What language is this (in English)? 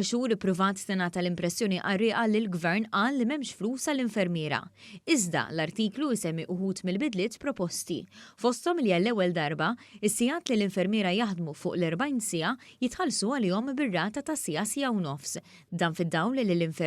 Maltese